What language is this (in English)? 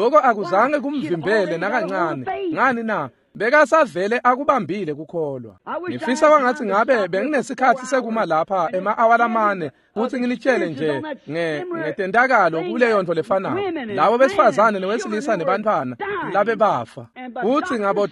Swati